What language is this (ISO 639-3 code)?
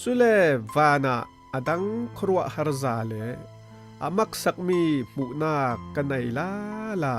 cfm